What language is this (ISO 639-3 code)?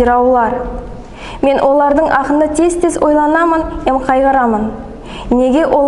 nog